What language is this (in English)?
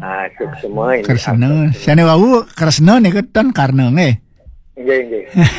Balinese